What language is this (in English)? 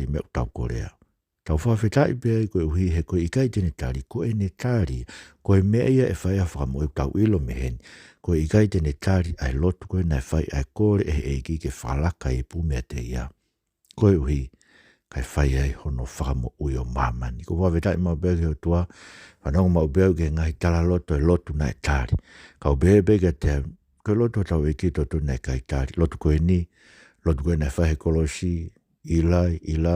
Tongan